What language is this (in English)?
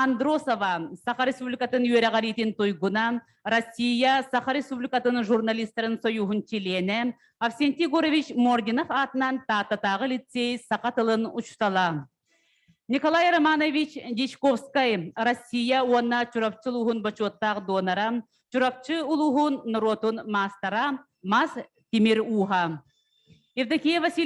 Yakut